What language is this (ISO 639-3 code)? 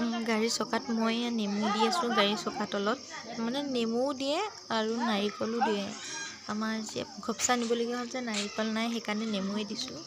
asm